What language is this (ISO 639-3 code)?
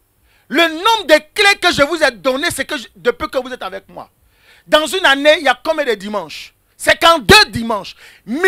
fra